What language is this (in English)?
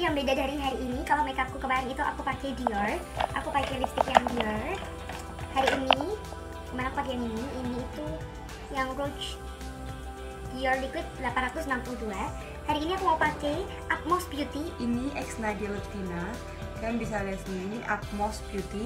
Indonesian